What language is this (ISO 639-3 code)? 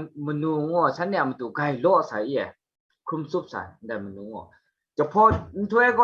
kac